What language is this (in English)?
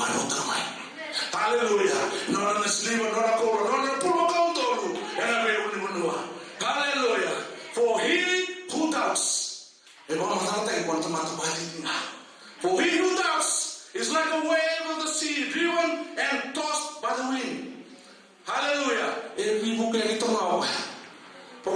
Fijian